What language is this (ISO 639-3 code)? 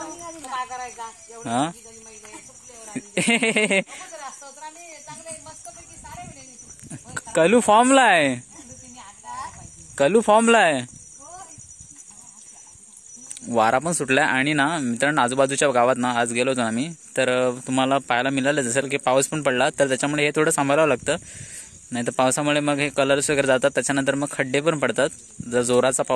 mar